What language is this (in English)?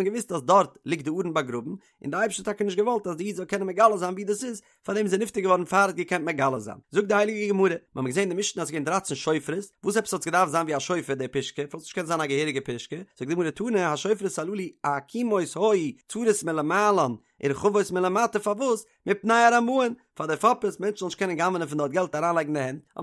Yiddish